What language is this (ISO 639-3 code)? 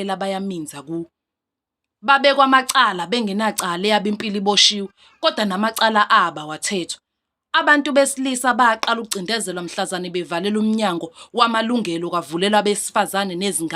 zul